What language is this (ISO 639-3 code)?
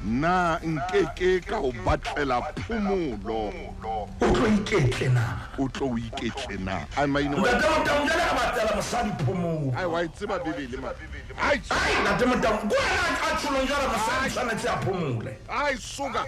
sot